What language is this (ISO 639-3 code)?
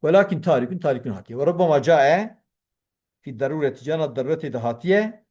kur